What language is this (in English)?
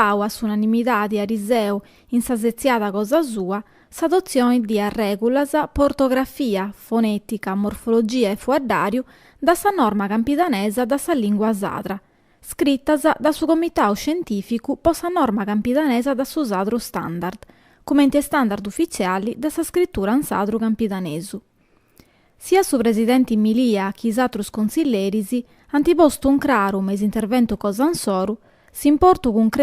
Sardinian